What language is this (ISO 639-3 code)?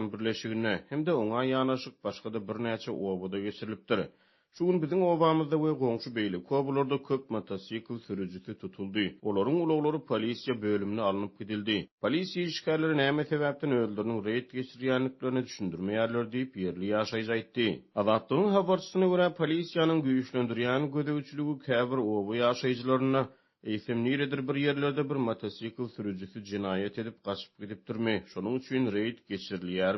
tuk